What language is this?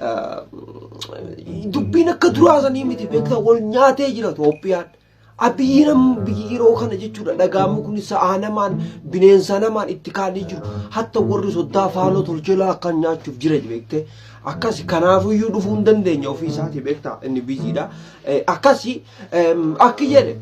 Oromo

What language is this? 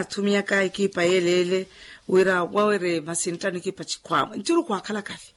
Makhuwa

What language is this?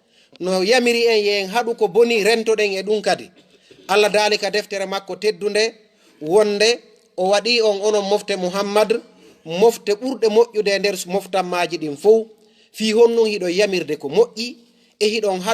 Fula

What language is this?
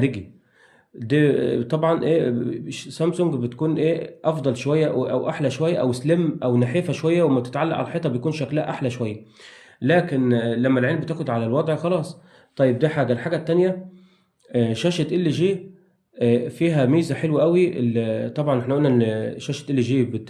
Egyptian Arabic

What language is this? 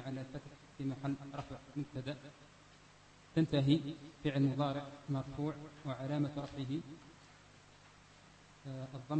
Arabic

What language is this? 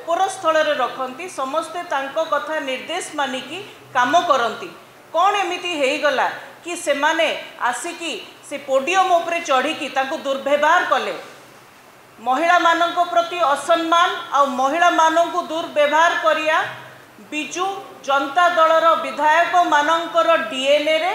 Odia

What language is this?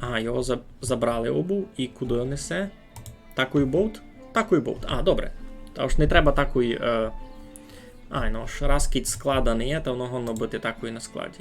Rusyn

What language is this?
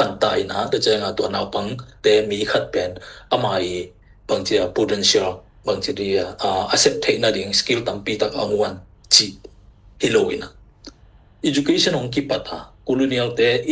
Tedim Chin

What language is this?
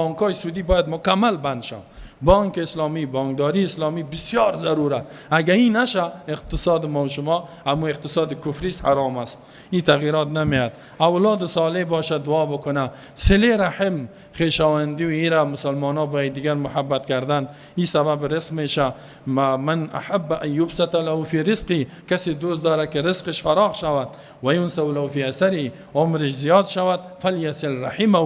Persian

